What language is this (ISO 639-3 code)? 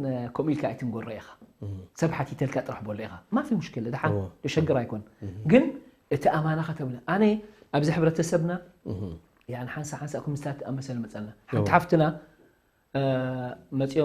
tir